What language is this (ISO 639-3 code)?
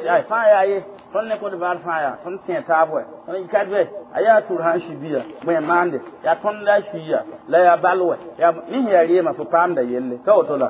mos